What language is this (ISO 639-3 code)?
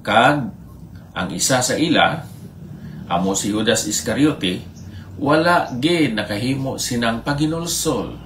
hil